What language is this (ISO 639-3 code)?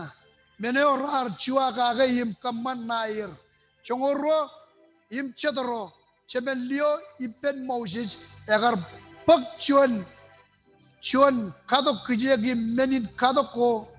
mah